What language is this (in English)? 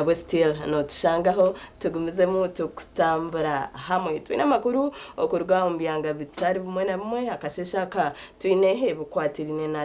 Nyankole